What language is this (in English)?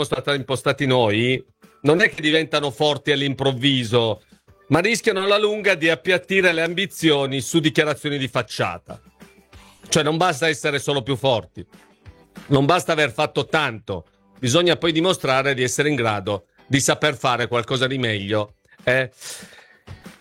Italian